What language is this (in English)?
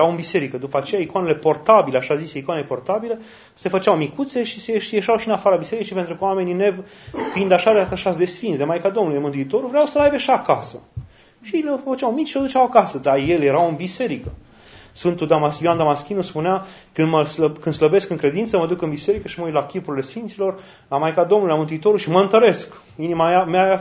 Romanian